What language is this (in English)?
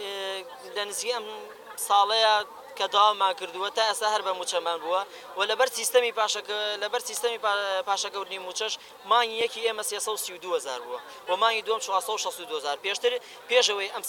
Central Kurdish